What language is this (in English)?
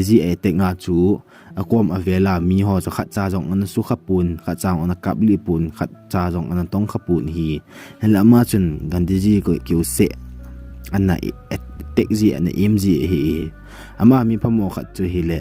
Thado Chin